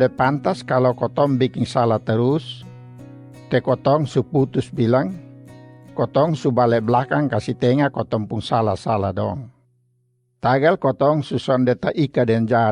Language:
Kupang Malay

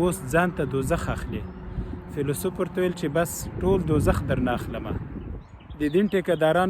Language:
Pashto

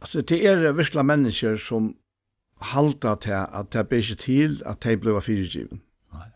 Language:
Faroese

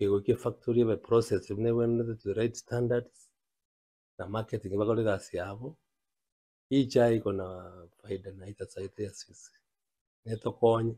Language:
Gusii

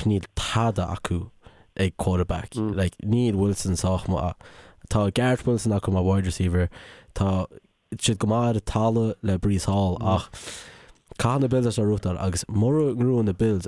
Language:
Irish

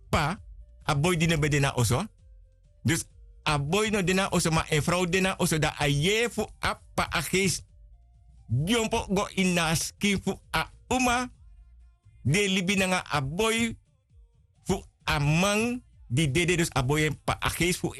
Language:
Sranan Tongo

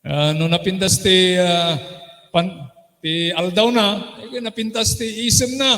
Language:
Iloko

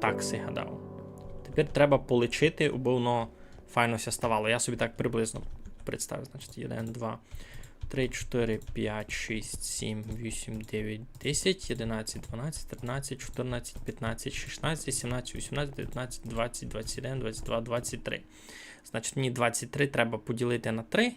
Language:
Rusyn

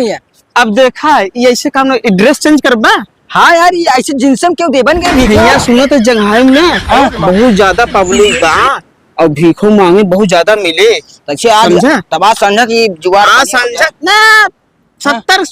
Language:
Awadhi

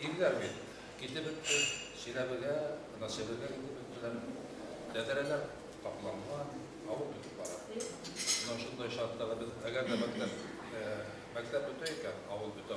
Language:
Bashkir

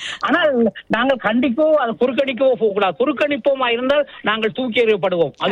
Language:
Tamil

